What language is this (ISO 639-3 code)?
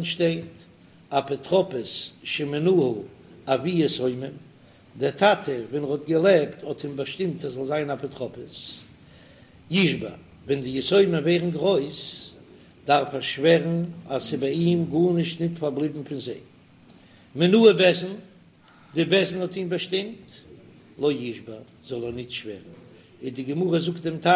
yid